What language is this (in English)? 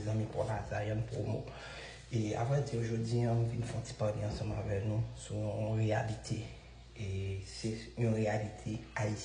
Haitian Creole